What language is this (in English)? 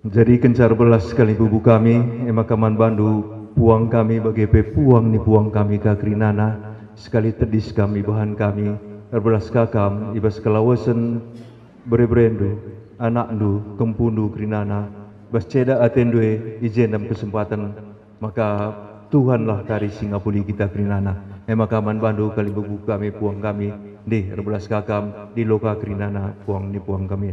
Batak Karo